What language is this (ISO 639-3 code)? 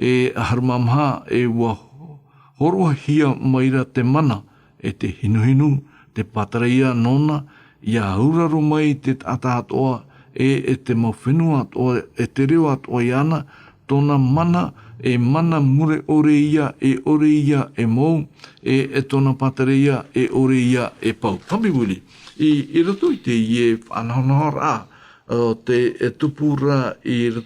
tah